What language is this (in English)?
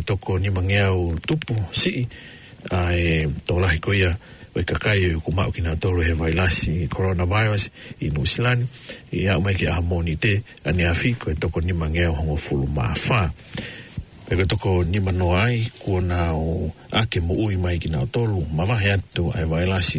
Tongan